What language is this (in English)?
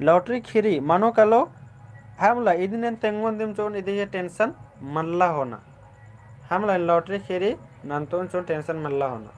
Kurukh